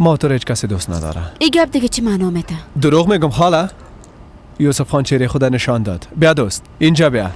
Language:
Persian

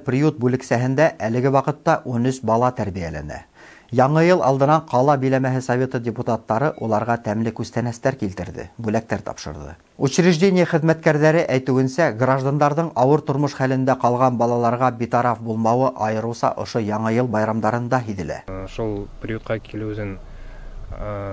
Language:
Bashkir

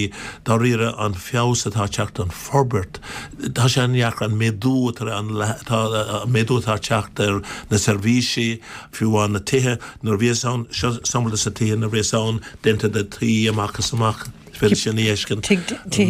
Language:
Irish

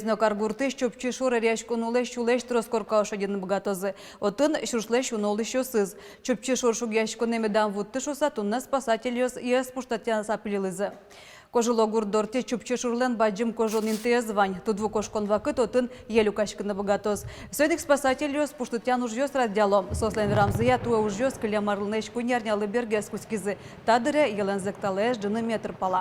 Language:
Udmurt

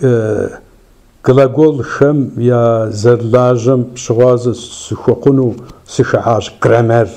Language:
Kabardian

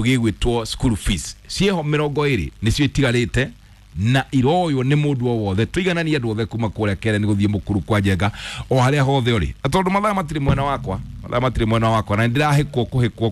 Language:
Kikuyu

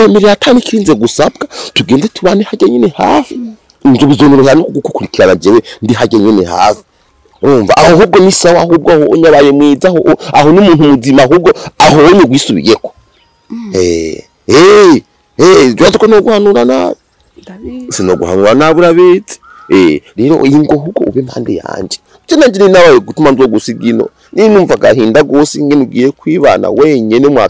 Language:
Rundi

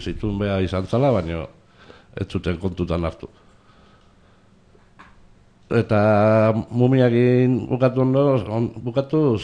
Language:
Basque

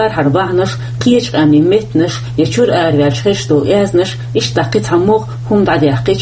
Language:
Chechen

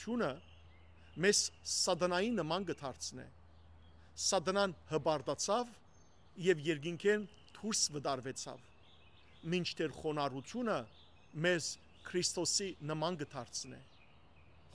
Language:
Western Armenian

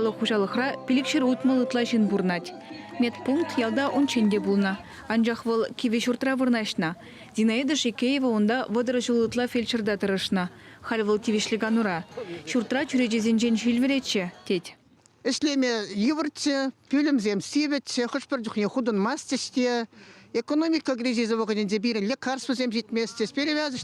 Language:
Chuvash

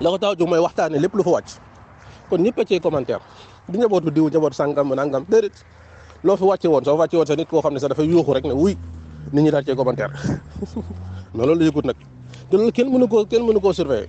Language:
Wolof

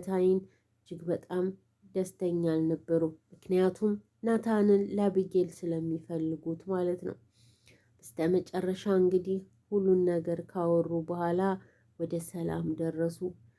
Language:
Amharic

